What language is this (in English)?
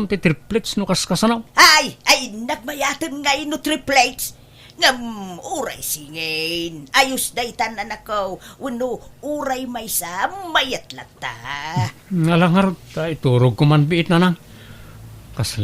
Iloko